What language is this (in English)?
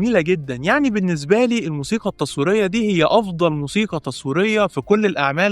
Egyptian Arabic